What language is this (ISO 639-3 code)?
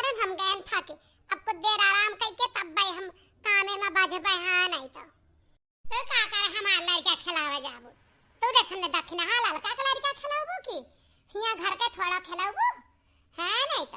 awa